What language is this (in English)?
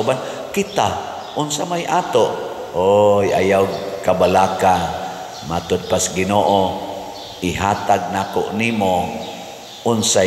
Cebuano